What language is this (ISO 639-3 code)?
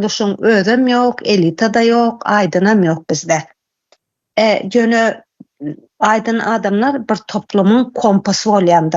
tuk